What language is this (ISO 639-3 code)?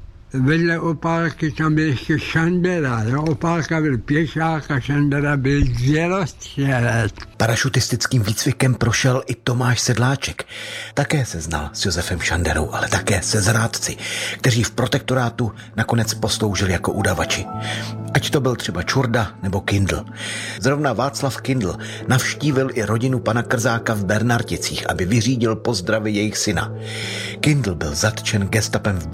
ces